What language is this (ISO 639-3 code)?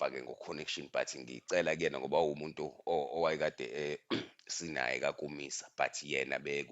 zul